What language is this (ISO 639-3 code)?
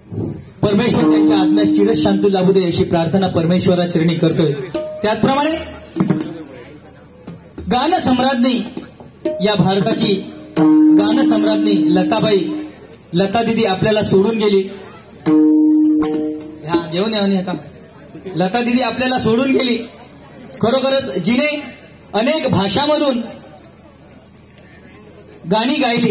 mar